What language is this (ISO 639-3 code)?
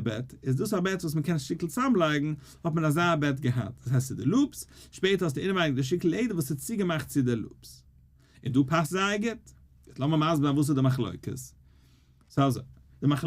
yid